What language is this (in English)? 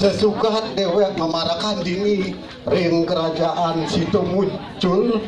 Balinese